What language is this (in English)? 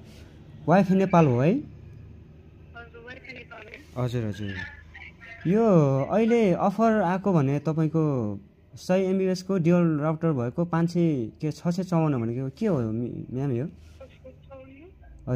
Nepali